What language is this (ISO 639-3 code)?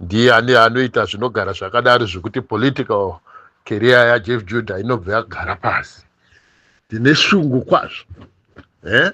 sna